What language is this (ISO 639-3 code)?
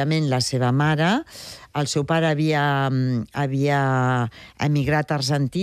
cat